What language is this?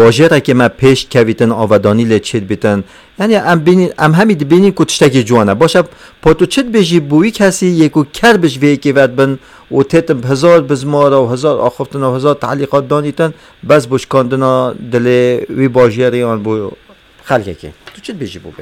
Kurdish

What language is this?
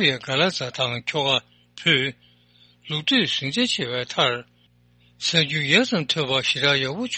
Tibetan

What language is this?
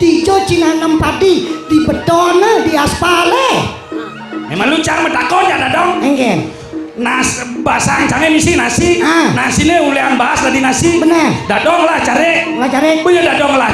Balinese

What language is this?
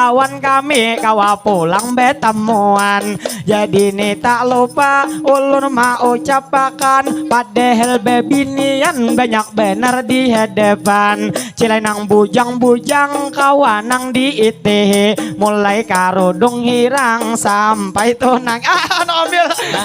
Banjar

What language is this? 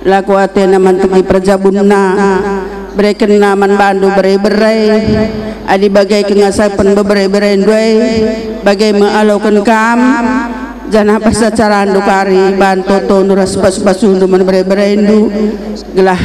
Batak Karo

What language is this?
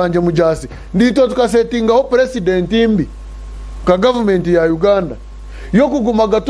Nyankole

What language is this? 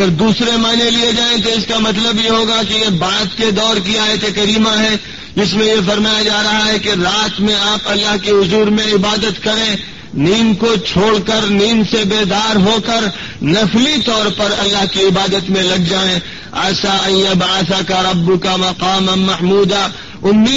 Urdu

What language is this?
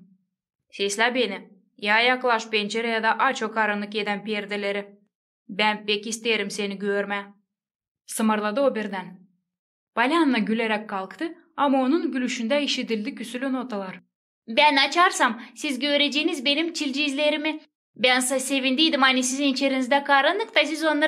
Gagauz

